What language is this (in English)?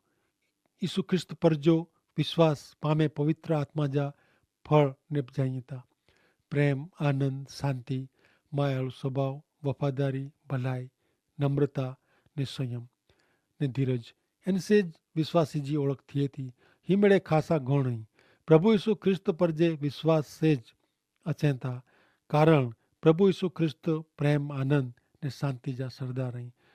Kachhi